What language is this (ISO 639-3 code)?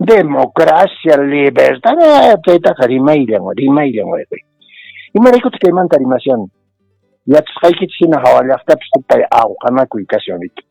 que